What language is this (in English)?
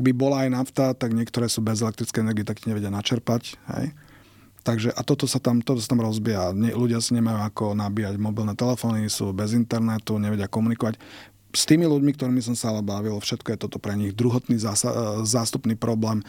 Slovak